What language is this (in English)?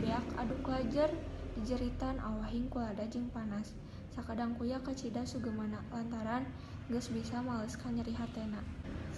Sundanese